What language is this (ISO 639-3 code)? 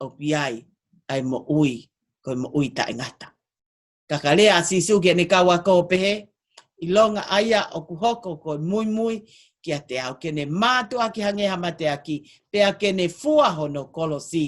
ton